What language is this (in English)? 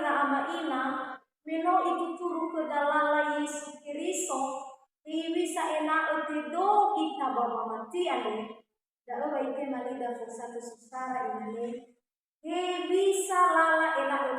Nias